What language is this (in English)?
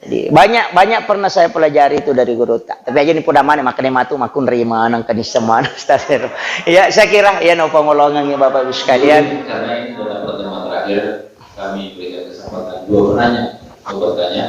Buginese